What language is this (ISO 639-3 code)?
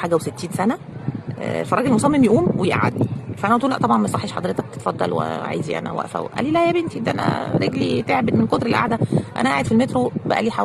arz